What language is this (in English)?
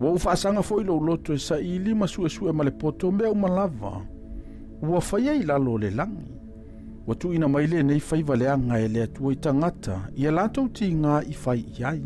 Samoan